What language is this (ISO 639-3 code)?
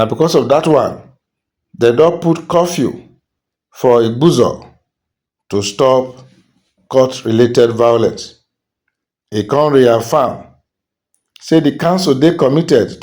pcm